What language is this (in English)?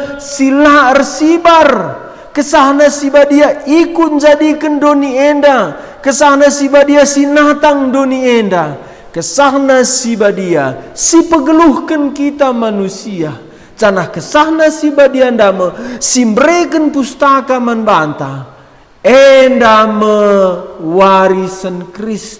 Batak Karo